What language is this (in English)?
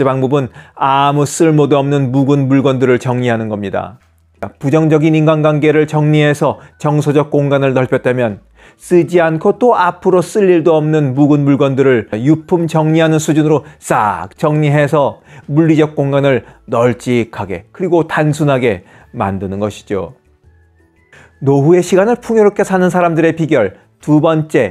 Korean